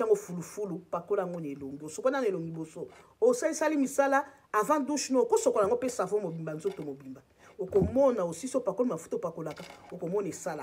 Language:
Lingala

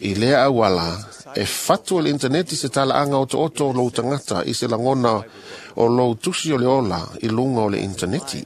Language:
Samoan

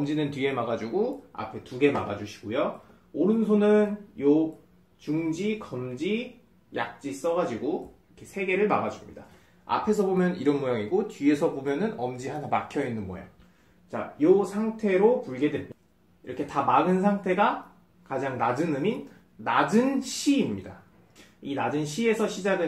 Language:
Korean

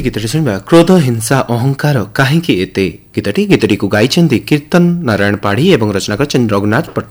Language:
Odia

